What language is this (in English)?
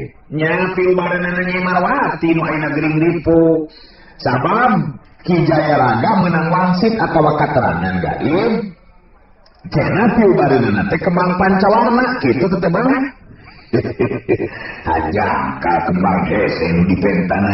Sundanese